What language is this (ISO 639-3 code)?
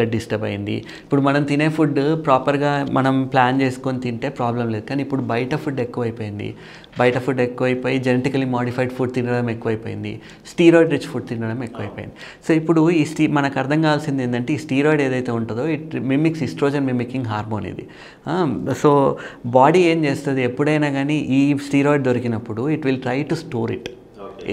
tel